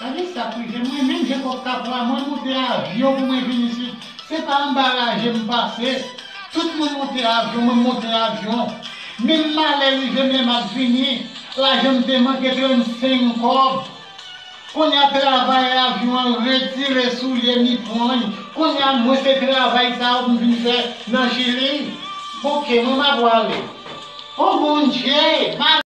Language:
Haitian Creole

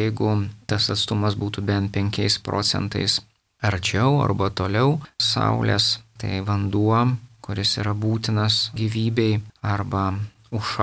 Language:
Lithuanian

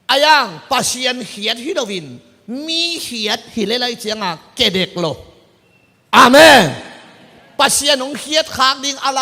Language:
Tedim Chin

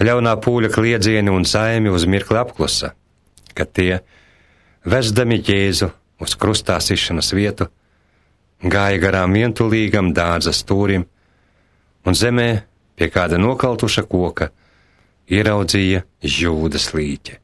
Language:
Latvian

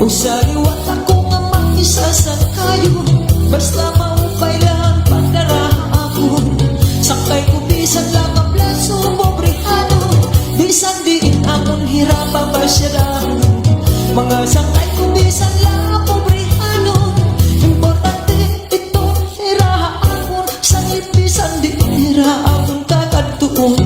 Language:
Waray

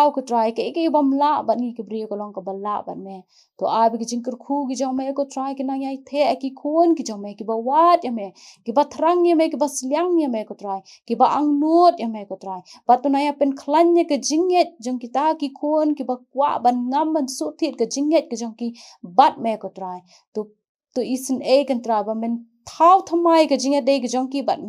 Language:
Khasi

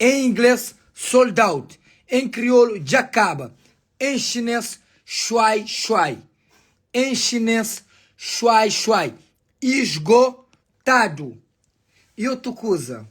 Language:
Kabuverdianu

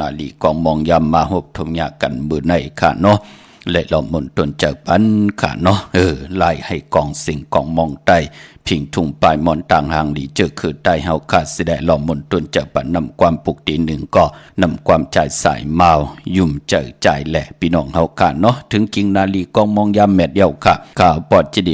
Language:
Shan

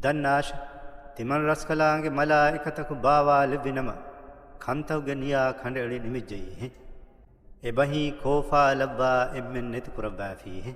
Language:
Divehi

